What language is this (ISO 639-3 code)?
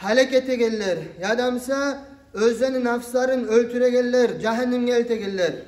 kum